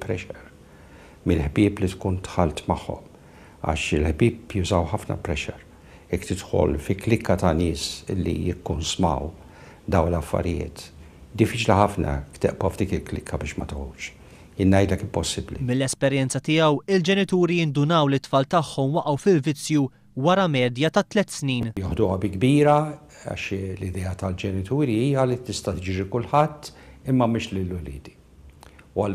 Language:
Maltese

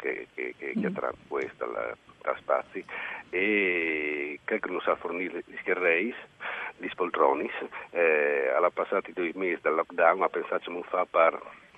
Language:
Friulian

